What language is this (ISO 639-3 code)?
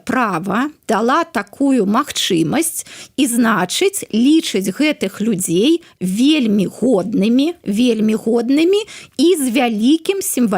bel